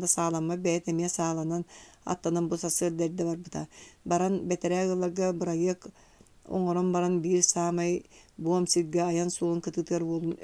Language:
Yakut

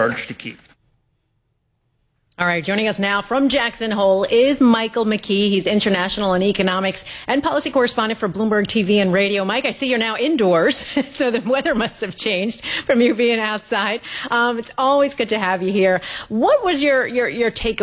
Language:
English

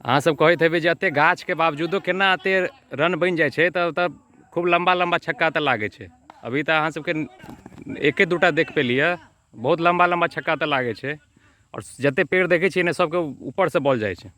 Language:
Maithili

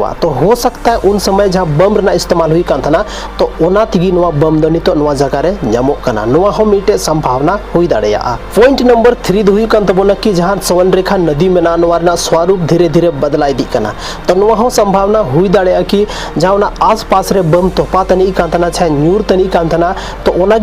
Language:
Santali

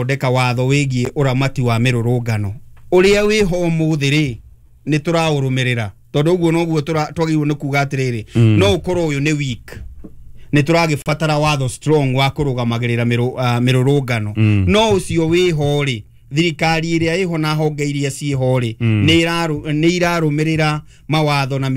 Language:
Kikuyu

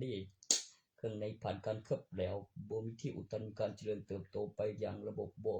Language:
Northeastern Thai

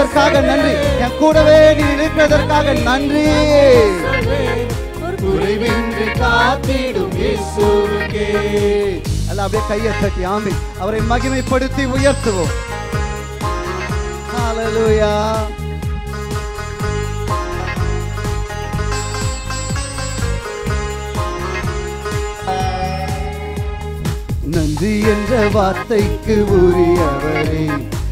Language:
Tamil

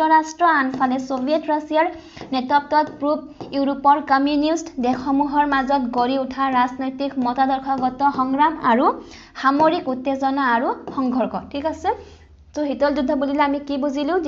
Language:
Assamese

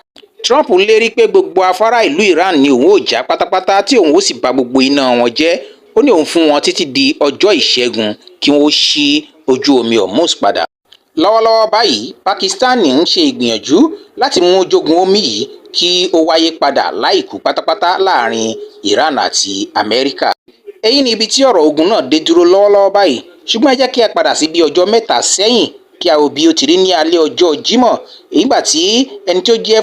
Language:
Yoruba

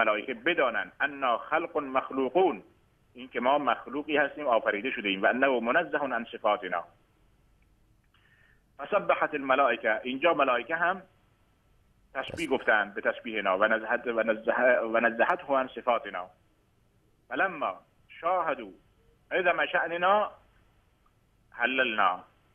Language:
Persian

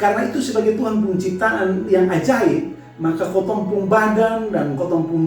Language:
Kupang Malay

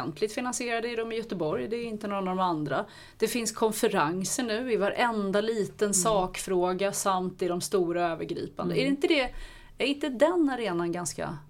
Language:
Swedish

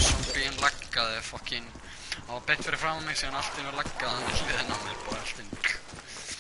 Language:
Icelandic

